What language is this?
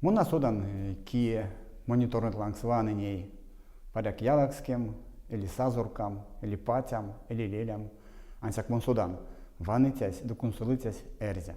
Erzya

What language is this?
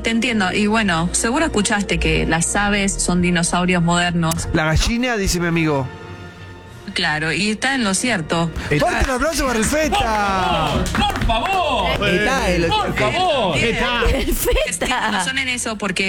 Spanish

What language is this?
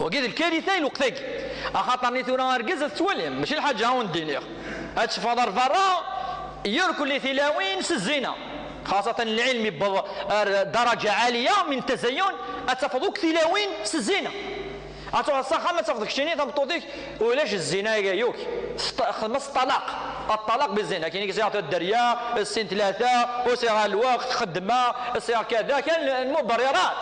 Kabyle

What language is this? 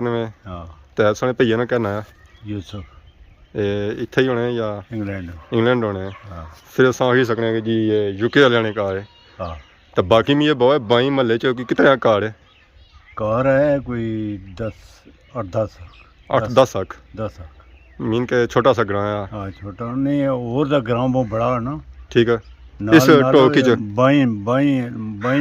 Pahari-Potwari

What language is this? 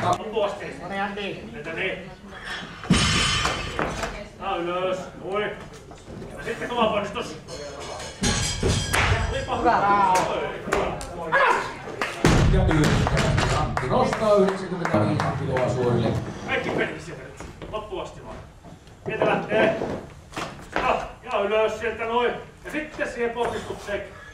Finnish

